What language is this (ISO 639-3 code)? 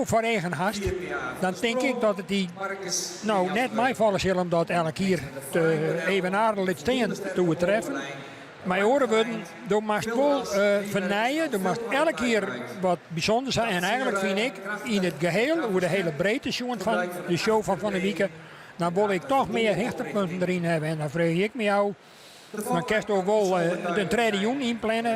fry